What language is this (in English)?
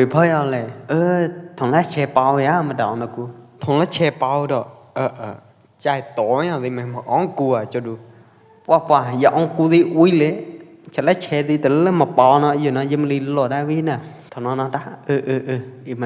Pwo Eastern Karen